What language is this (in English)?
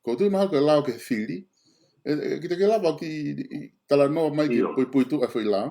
Tongan